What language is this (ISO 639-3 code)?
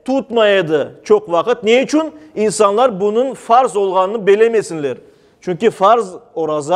crh